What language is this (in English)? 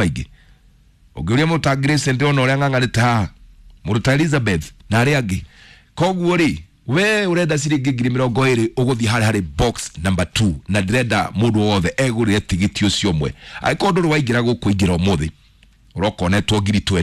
Kikuyu